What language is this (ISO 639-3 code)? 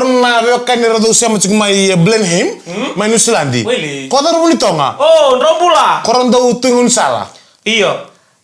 fij